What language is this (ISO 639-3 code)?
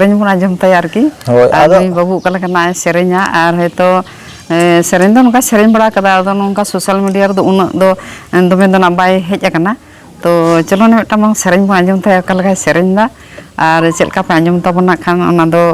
sat